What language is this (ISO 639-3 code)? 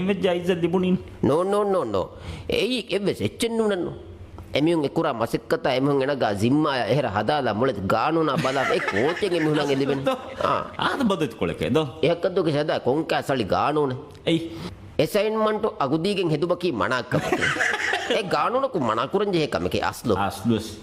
div